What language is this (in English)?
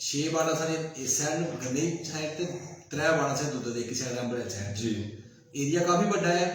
Dogri